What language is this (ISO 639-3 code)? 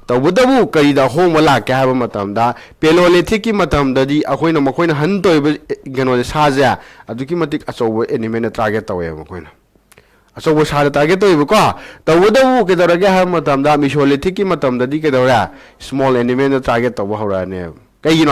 mni